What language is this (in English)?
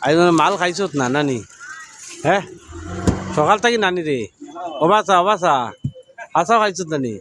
Sylheti